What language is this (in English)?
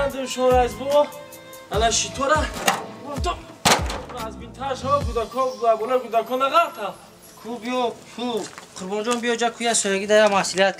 Tajik